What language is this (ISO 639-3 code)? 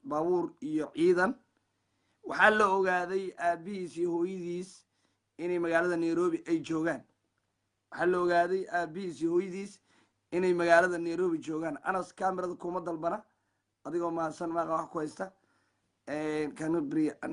som